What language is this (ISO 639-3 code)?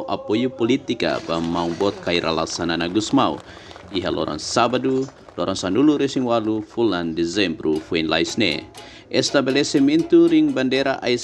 tet